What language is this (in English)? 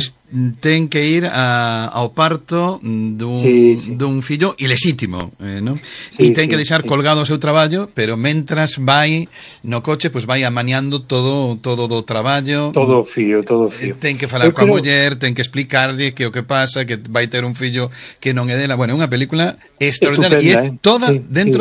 Galician